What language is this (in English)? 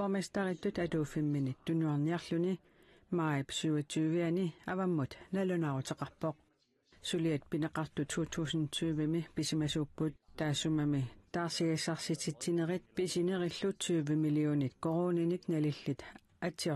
Kalaallisut